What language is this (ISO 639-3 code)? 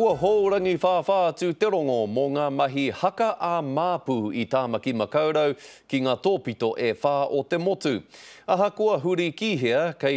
mri